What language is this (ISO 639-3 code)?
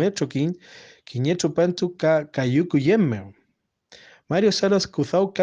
arn